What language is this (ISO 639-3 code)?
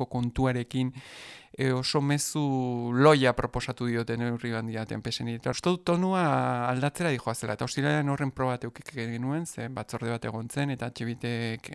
eus